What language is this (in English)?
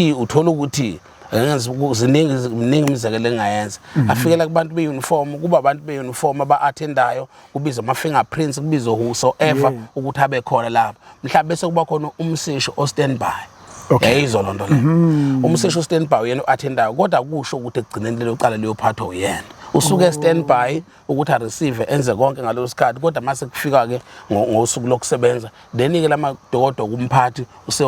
Zulu